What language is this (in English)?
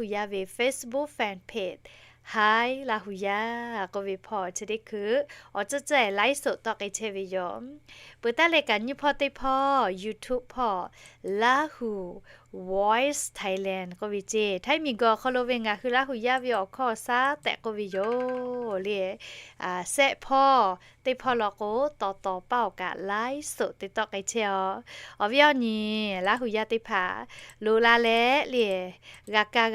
Lahu